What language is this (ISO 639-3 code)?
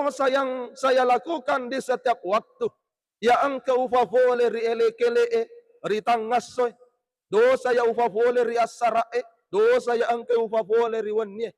bug